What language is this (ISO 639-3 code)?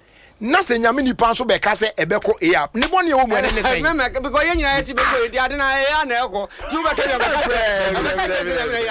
aka